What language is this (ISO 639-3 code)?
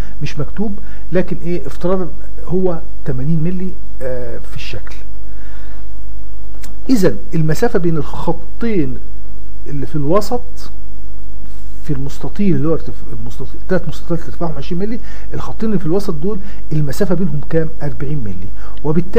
arz